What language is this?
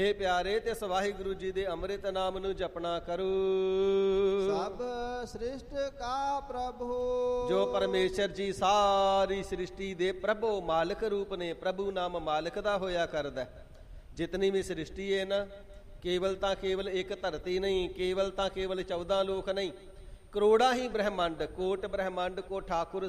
Punjabi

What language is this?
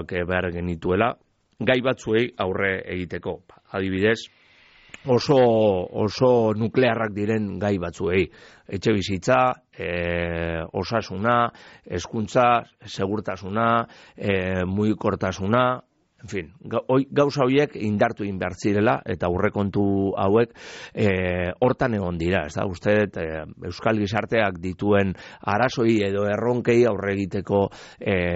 Basque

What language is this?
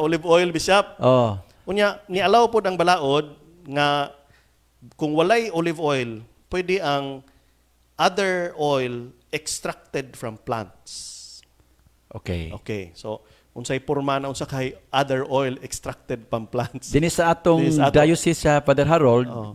Cebuano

